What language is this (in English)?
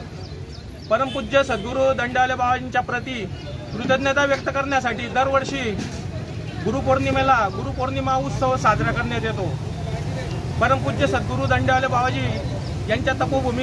Marathi